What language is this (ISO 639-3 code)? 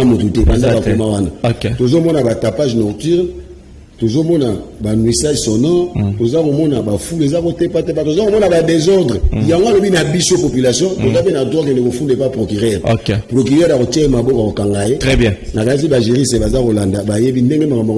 lin